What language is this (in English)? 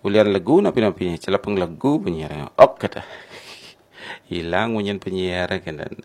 Balinese